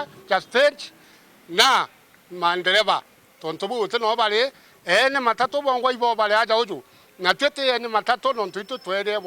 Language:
Meru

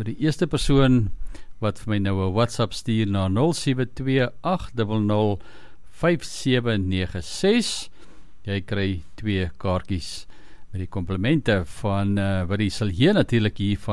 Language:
Afrikaans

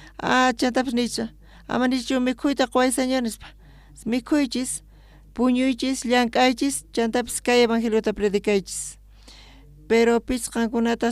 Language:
South Bolivian Quechua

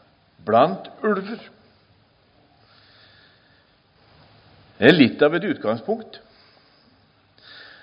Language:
Norwegian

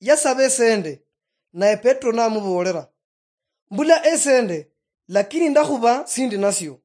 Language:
Luyia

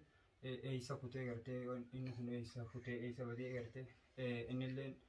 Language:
Oromo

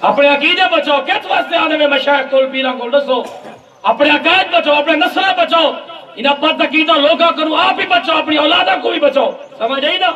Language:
Saraiki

